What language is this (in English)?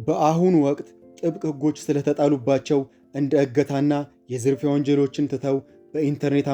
Amharic